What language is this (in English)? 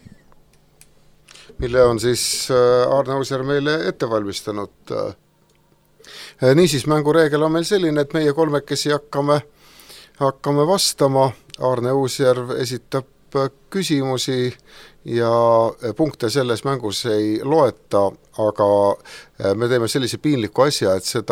Estonian